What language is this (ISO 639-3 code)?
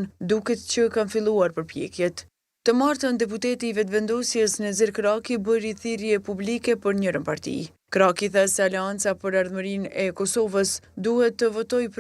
sqi